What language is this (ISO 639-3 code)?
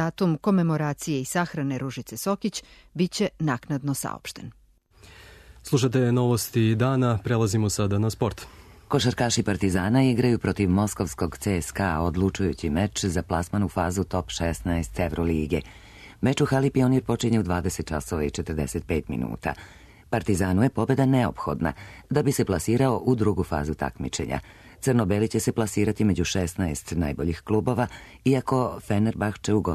srp